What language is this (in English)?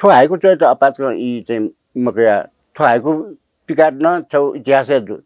Newari